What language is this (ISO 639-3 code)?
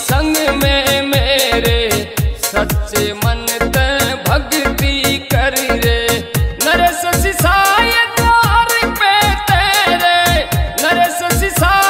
bgc